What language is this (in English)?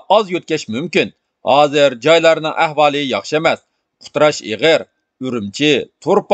Uyghur